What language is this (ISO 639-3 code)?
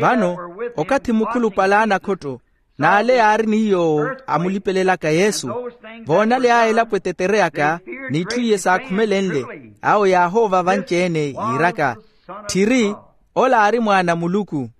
vmw